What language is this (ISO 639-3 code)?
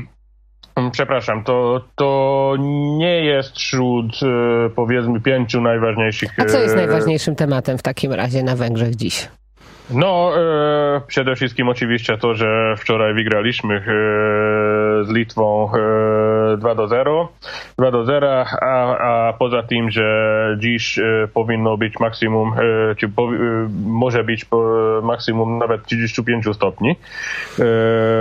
pol